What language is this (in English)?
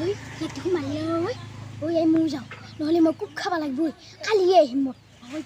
Assamese